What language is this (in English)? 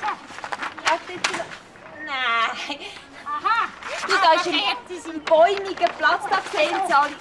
Swiss German